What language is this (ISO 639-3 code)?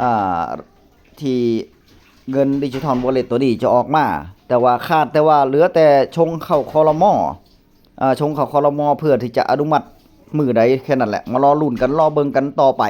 tts